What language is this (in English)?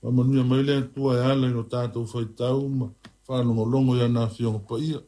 Samoan